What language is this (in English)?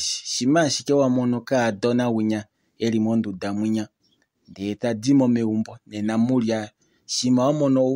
Kuanyama